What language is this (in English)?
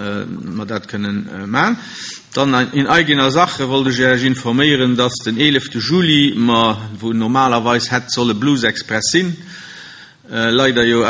Luxembourgish